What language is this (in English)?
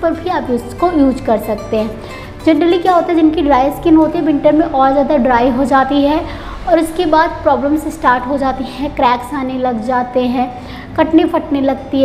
Hindi